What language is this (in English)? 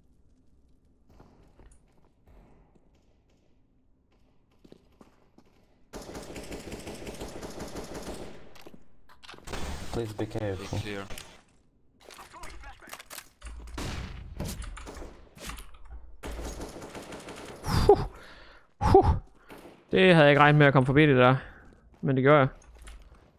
Danish